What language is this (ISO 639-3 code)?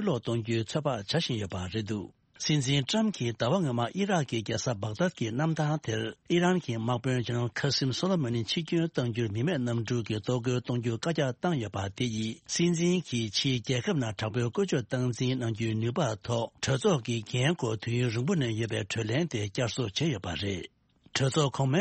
bod